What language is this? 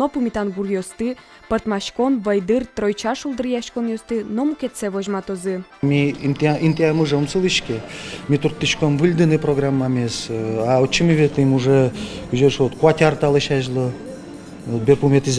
Udmurt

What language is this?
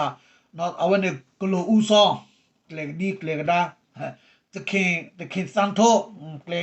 S'gaw Karen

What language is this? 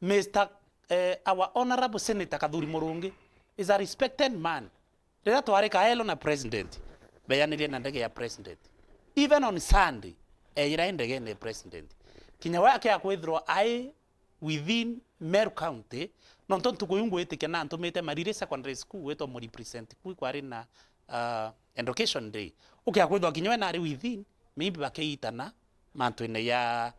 Meru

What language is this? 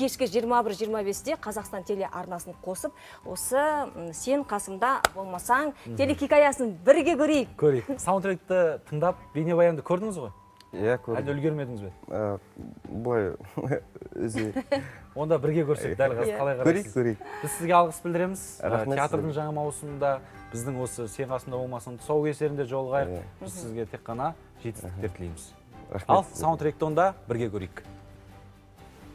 Kazakh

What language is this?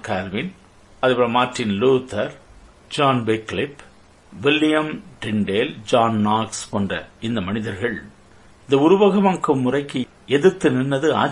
Tamil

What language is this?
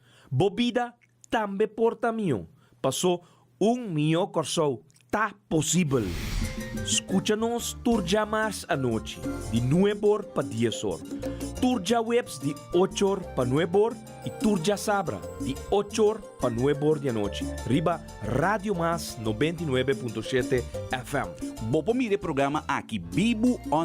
Papiamento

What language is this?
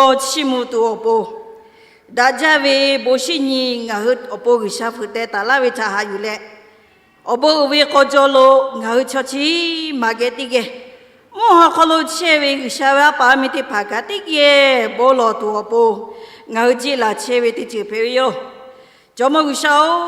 Lahu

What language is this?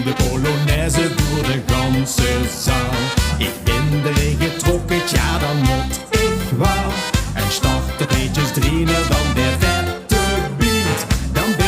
Limburgish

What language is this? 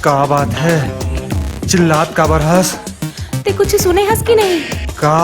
Chhattisgarhi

